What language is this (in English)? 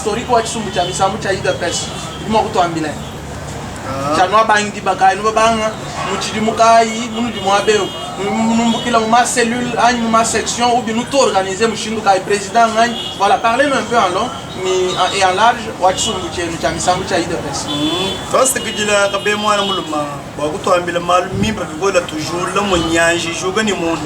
Luba-Lulua